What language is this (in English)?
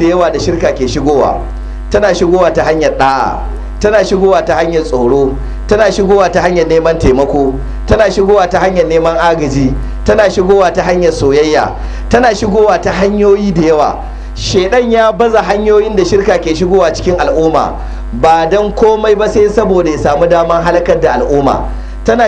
Hausa